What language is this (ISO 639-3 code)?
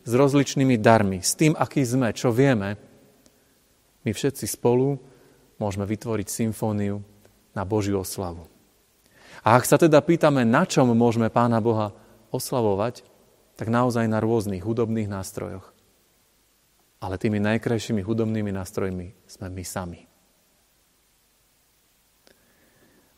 slk